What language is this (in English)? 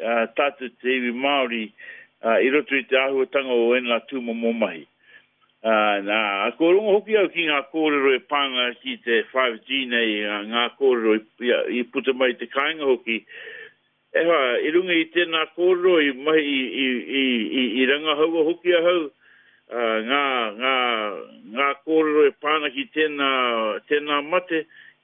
Māori